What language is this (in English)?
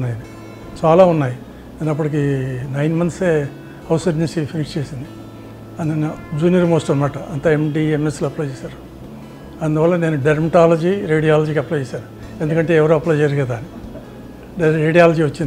Telugu